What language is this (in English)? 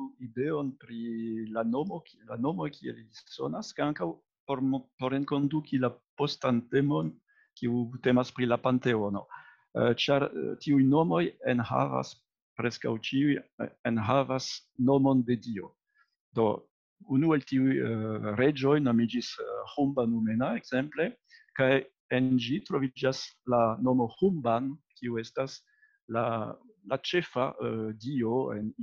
Esperanto